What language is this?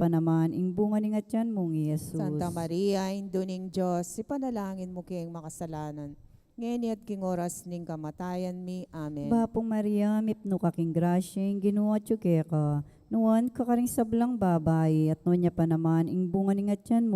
Pampanga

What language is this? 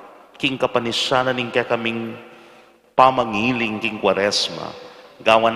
Pampanga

